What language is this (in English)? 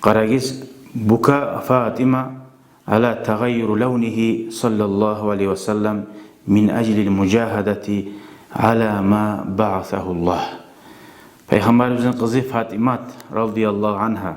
Kumyk